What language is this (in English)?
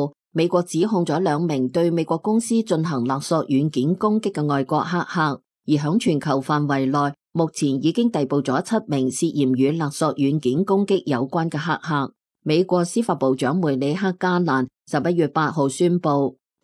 Cantonese